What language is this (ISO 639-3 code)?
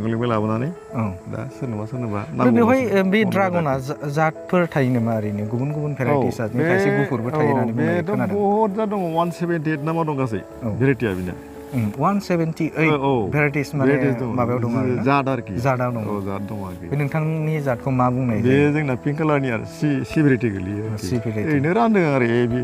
brx